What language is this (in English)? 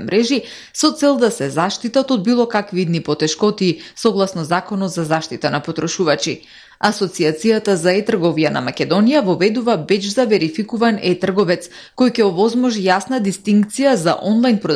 Macedonian